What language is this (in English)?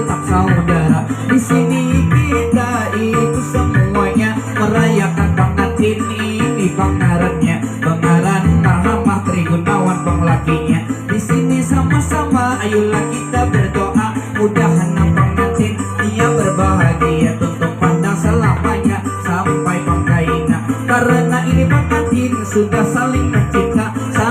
Banjar